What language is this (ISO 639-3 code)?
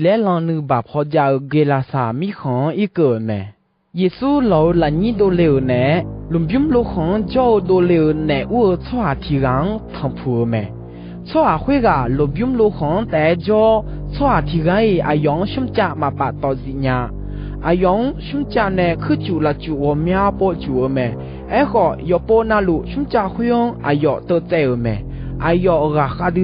ahk